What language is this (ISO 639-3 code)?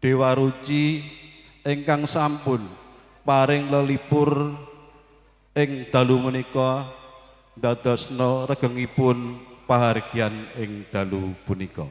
jav